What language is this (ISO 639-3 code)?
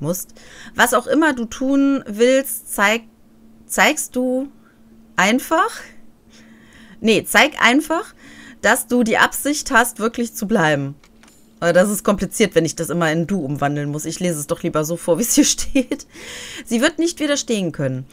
deu